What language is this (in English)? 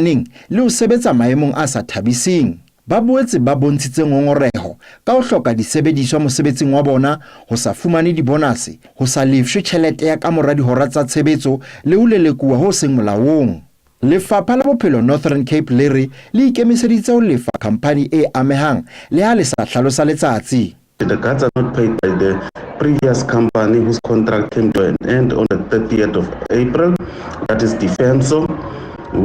Southern Sotho